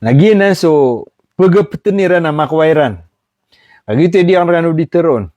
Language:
Maranao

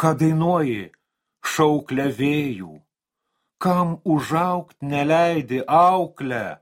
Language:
Lithuanian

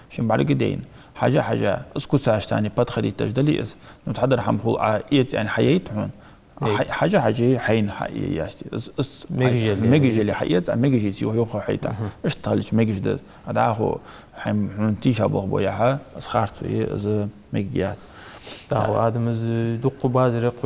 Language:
Ingush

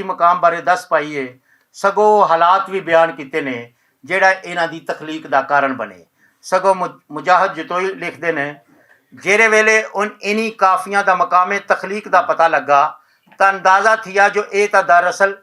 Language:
Western Panjabi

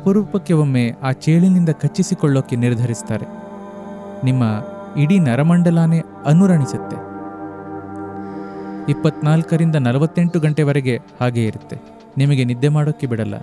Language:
Kannada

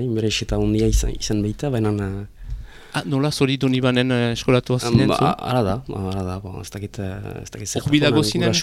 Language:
Basque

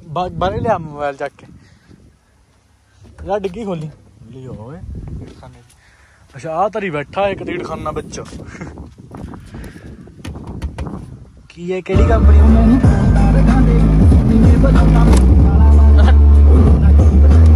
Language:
Punjabi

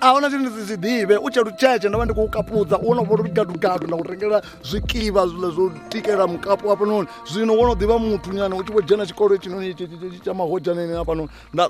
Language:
Venda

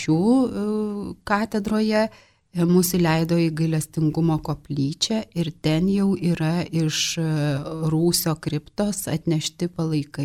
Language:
Lithuanian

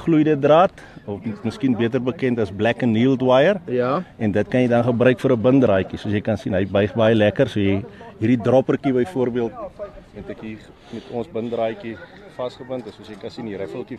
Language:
Afrikaans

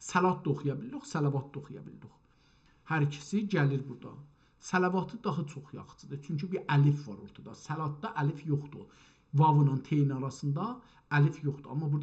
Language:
South Azerbaijani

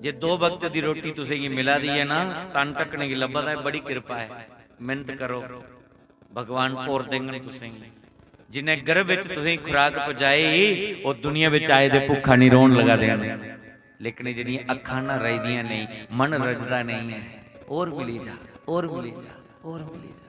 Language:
Dogri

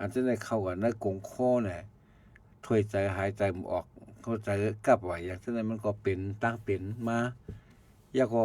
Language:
Shan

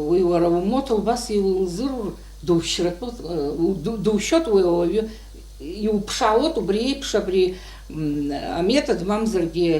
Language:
Abkhazian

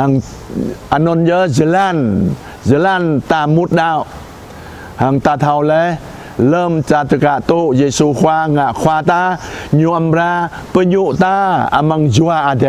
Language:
Jarai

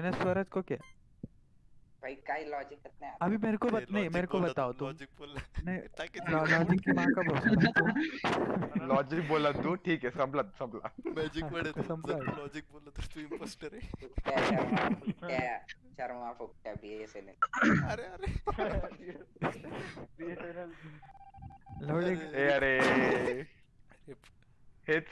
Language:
Marathi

